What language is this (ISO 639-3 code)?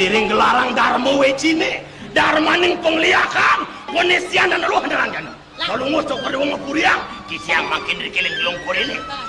ban